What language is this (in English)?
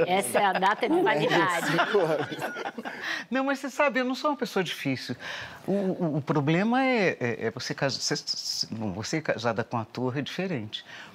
Portuguese